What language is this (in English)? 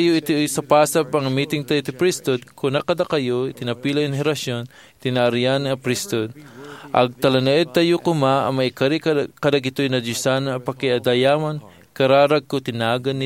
Iloko